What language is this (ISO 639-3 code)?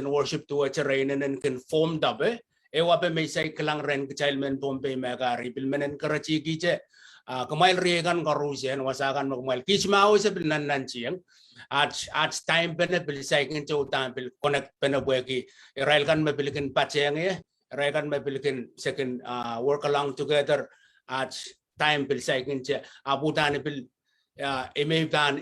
pon